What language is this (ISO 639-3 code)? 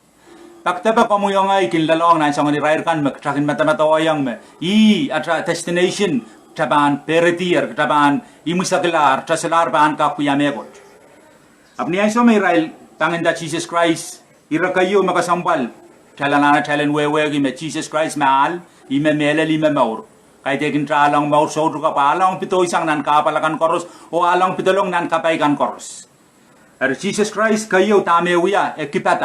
pon